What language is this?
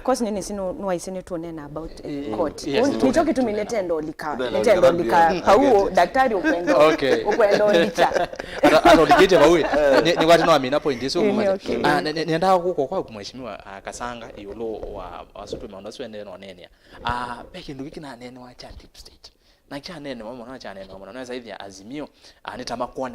Kamba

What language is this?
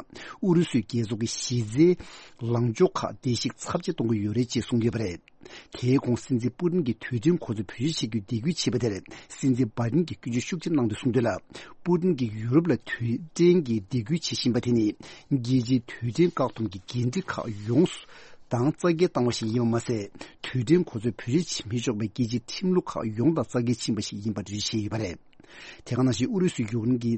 Tibetan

